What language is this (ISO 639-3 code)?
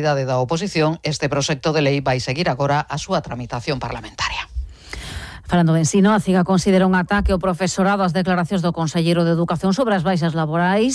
glg